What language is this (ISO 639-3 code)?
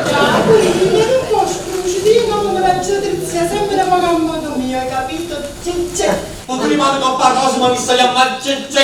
nap